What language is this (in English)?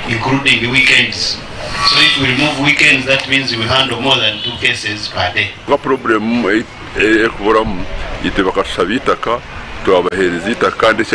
Nyankole